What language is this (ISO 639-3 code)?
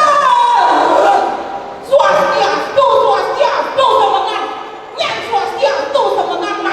ban